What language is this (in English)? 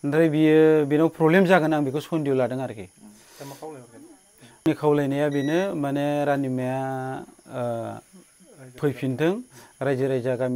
Bodo